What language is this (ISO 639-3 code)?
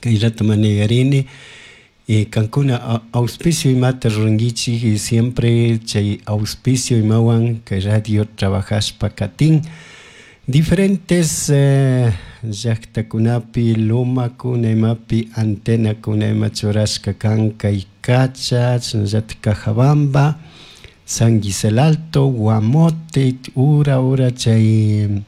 qug